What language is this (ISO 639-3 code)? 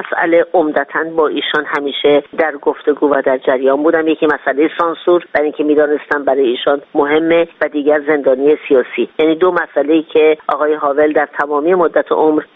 fas